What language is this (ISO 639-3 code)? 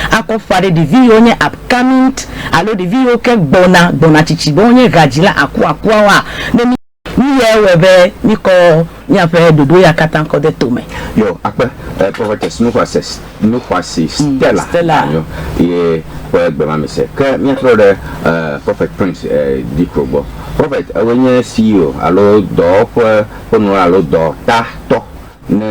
ewe